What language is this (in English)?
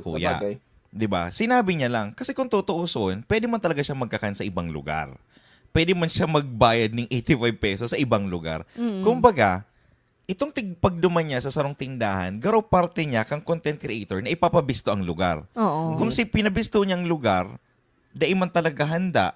Bikol